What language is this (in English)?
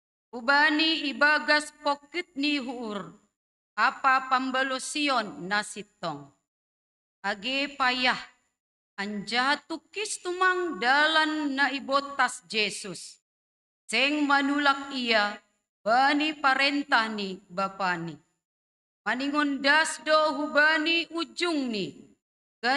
Batak Simalungun